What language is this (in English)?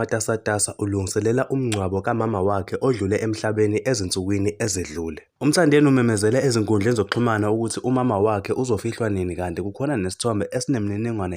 Zulu